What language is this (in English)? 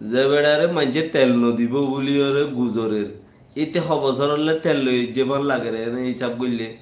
Rohingya